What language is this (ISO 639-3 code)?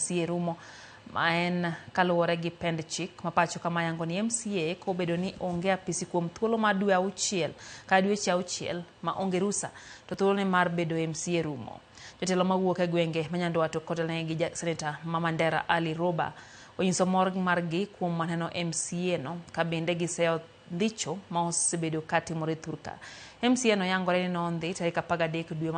luo